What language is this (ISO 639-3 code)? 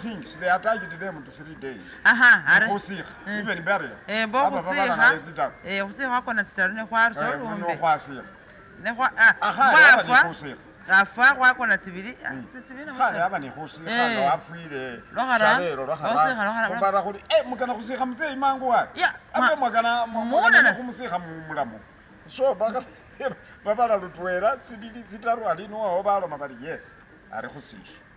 myx